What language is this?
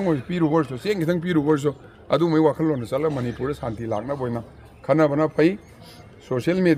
Manipuri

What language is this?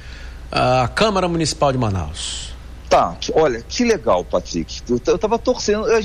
Portuguese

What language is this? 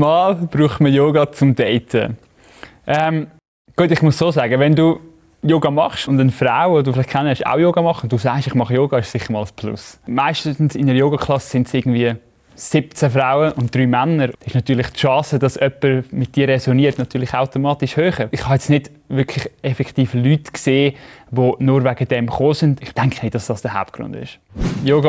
Swiss German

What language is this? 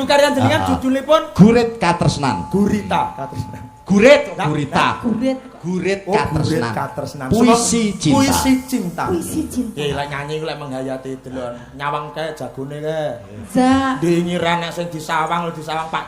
Javanese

